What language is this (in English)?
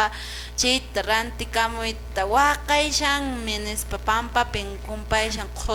Quechua